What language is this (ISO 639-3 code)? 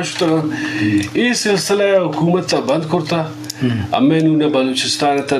bgp